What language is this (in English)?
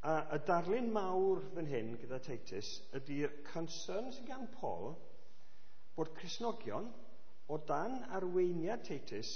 Welsh